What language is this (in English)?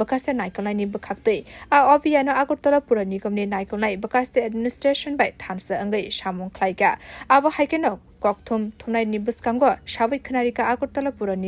Kok Borok